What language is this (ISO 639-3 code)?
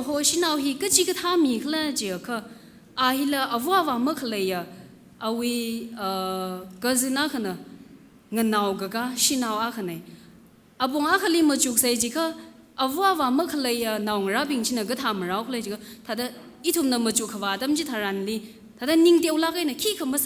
nmf